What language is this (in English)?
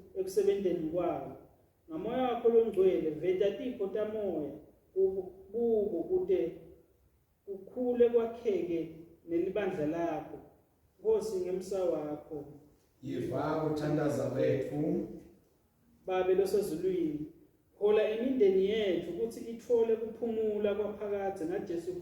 Swati